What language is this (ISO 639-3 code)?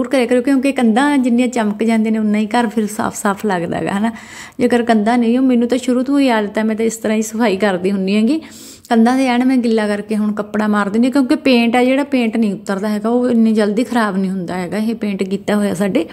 pan